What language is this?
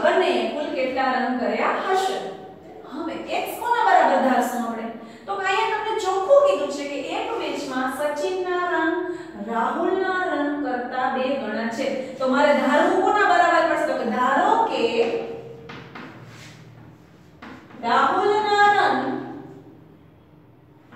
Gujarati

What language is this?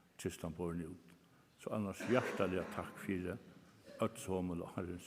Faroese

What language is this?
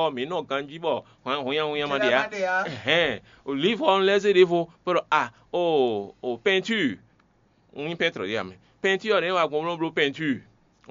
Fon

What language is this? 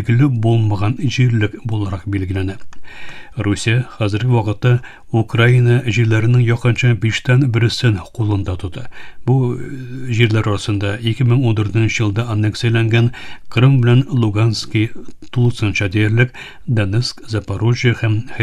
Tatar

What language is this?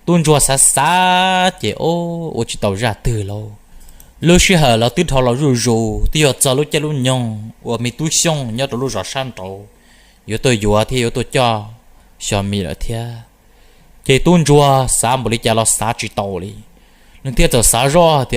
Hmong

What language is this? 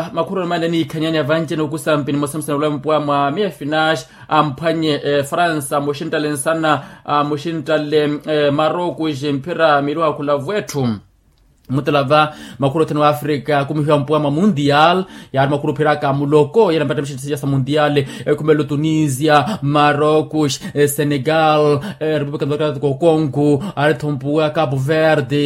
Makhuwa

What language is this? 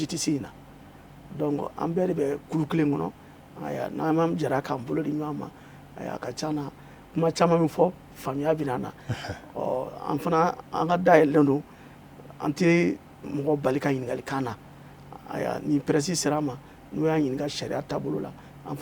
Bambara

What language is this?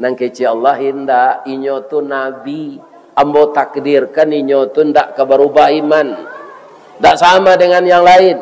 Minangkabau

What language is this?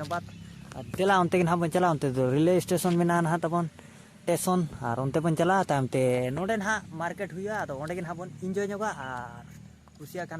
Santali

